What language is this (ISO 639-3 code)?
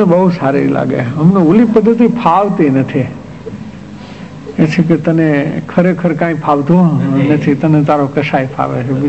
guj